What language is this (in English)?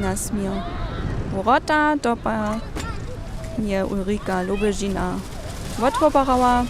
Upper Sorbian